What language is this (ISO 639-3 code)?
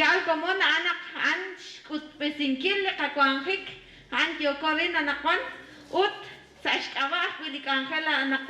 kek